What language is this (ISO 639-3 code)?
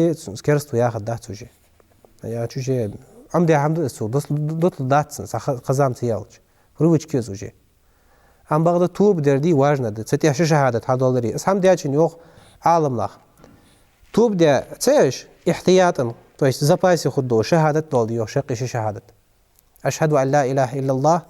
inh